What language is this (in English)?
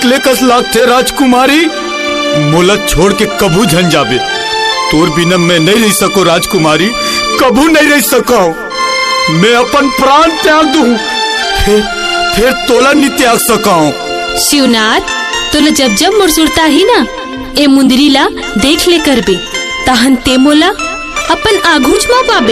Chhattisgarhi